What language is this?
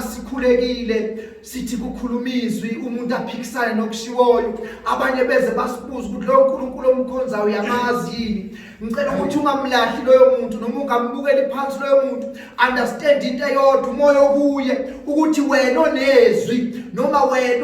Zulu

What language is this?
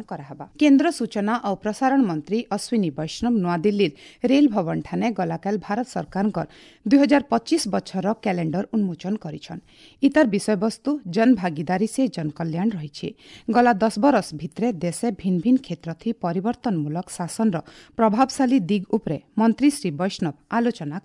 Odia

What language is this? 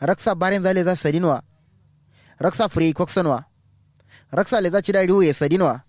Kanuri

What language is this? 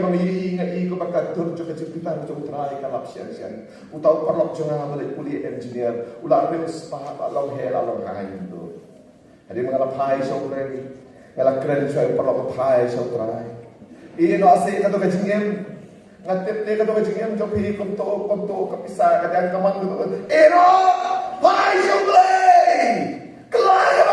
Khasi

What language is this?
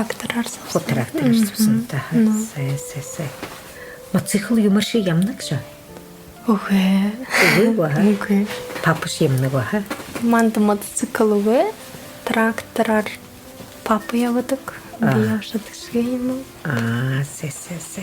Buriat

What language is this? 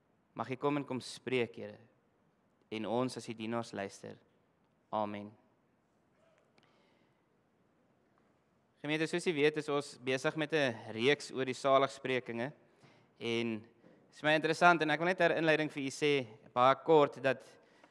Afrikaans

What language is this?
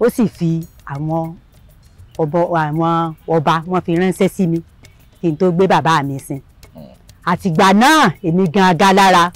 Yoruba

